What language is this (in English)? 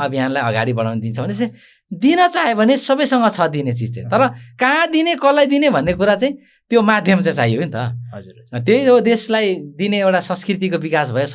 Nepali